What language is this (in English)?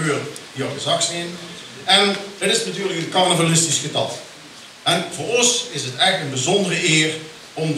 Limburgish